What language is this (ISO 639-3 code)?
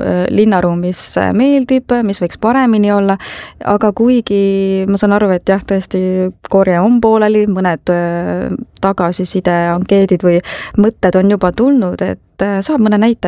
est